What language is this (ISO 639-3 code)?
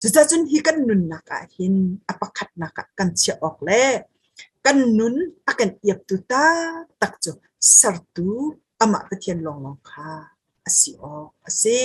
cnh